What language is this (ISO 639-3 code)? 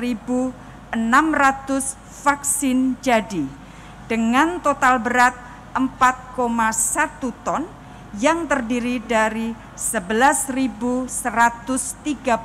ind